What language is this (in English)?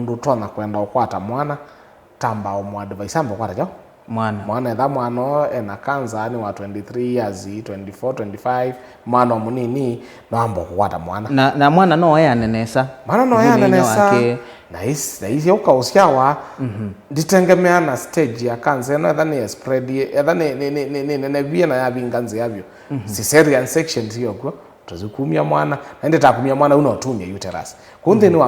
Kamba